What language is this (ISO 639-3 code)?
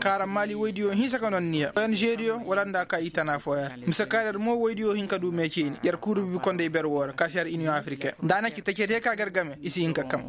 ses